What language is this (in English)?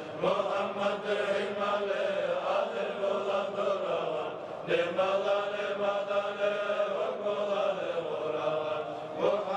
Kumyk